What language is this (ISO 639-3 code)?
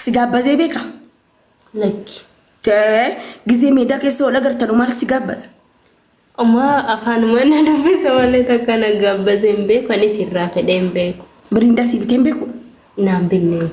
orm